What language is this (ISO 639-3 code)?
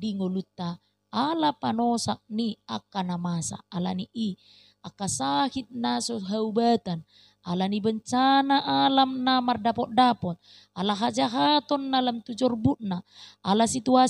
bbc